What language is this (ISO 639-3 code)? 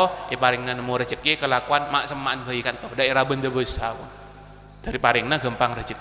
mad